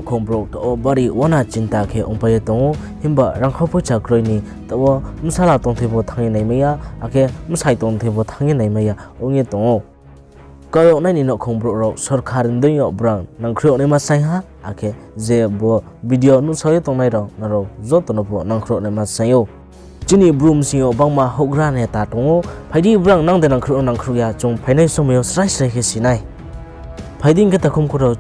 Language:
Riang (India)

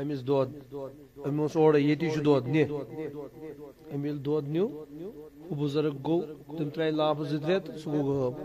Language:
Kashmiri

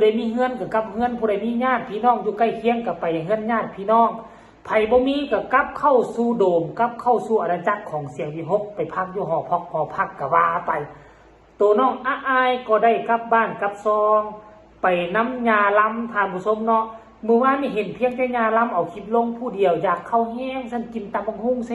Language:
Northeastern Thai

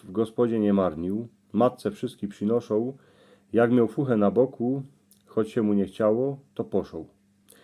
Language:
Silesian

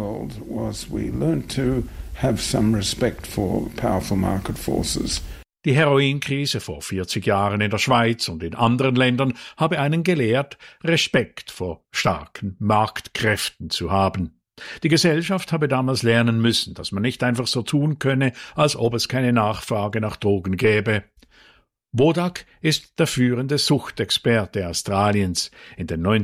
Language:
German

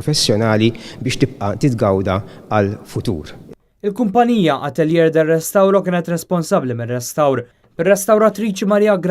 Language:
Maltese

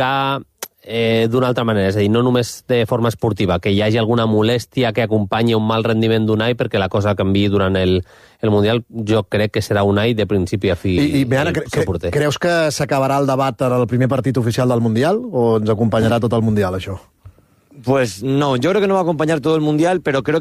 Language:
Catalan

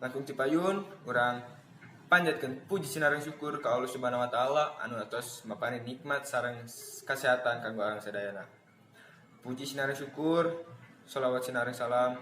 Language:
Sundanese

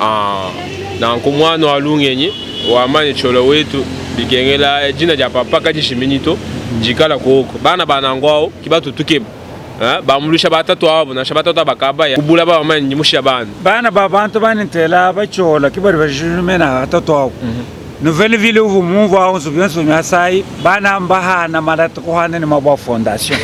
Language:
Luba-Lulua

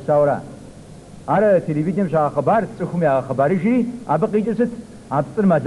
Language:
Kabardian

